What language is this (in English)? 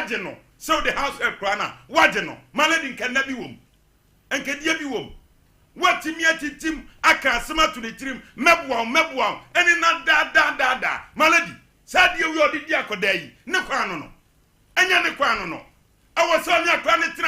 Akan